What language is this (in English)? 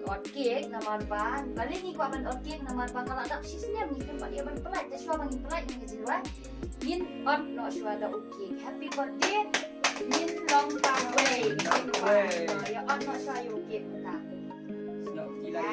Khasi